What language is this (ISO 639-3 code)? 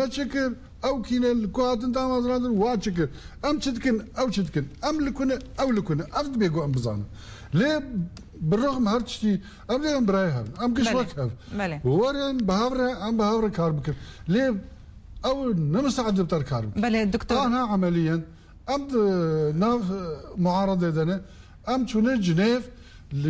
kur